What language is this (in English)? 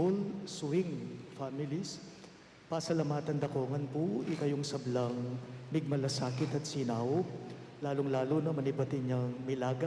Pampanga